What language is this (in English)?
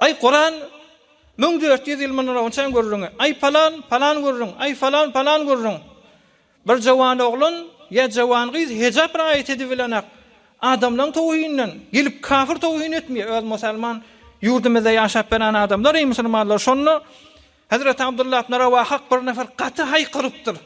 Turkmen